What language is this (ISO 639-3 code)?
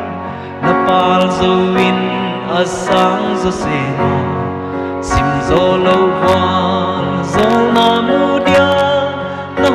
pck